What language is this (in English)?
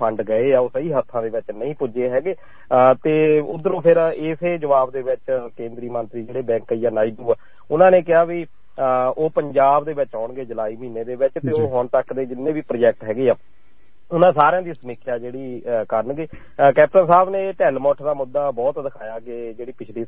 Punjabi